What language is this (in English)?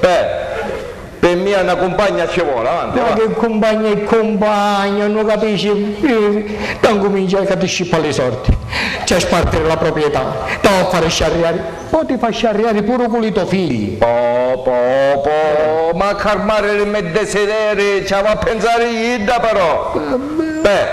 Sicilian